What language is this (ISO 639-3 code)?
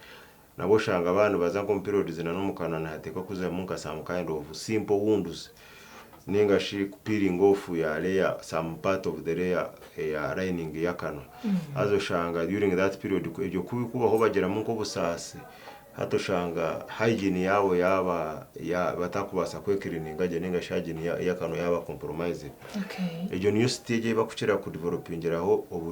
nyn